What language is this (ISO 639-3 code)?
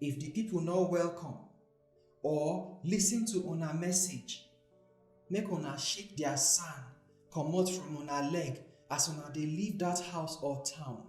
pcm